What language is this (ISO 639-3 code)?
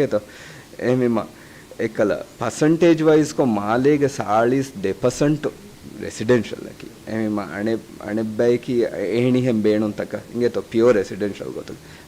div